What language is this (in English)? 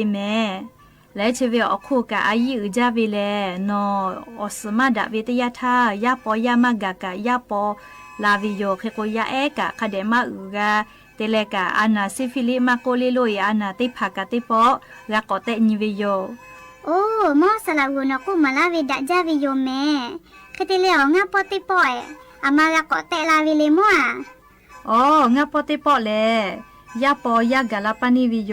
Lahu